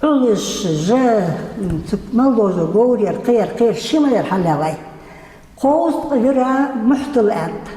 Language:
Ingush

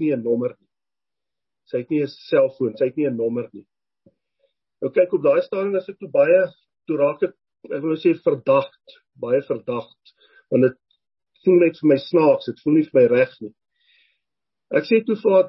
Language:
Afrikaans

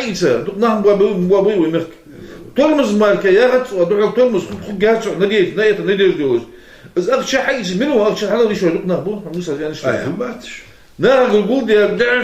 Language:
Ingush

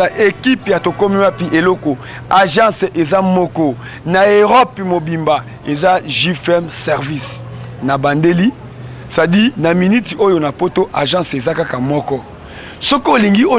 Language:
Lingala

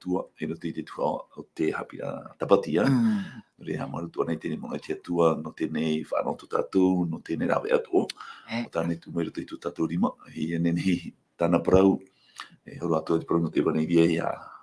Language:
Tahitian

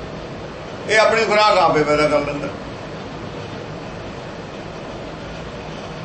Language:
Punjabi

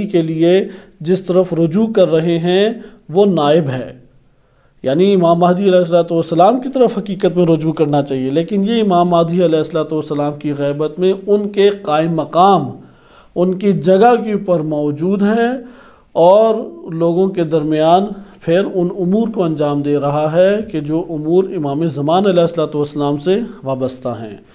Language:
Urdu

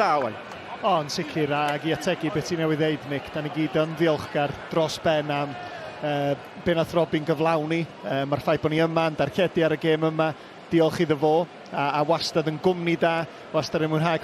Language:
Welsh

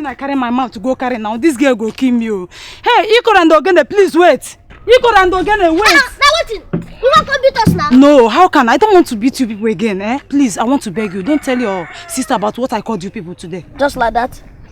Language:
Nigerian Pidgin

